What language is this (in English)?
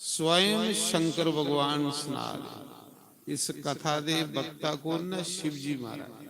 Dogri